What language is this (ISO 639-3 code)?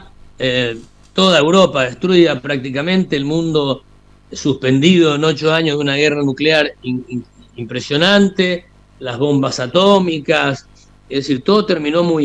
spa